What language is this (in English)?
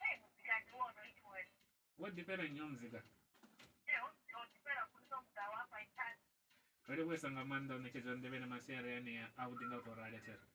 Venda